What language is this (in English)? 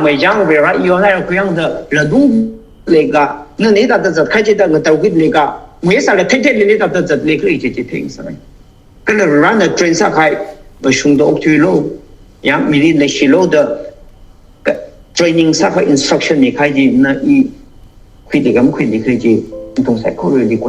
Tangkhul Naga (India)